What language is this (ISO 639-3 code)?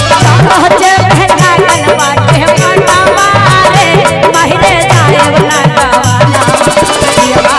mag